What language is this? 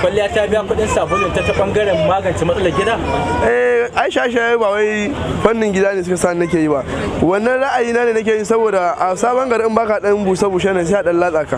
Hausa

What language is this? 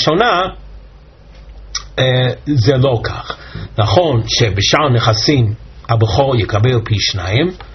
Hebrew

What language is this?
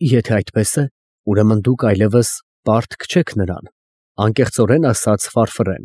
Armenian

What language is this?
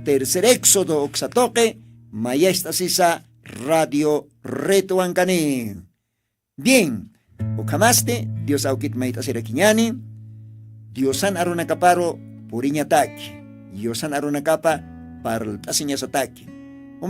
Aymara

